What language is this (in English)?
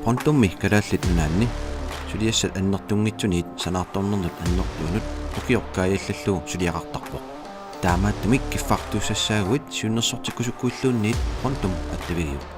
Kalaallisut